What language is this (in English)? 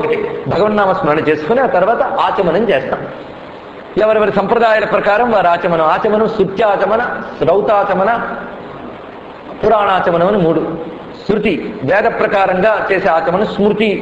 Telugu